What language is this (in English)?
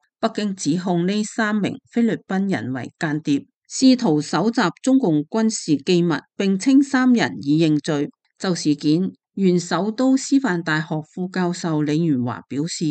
Cantonese